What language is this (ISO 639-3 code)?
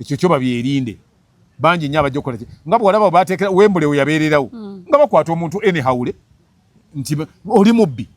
lug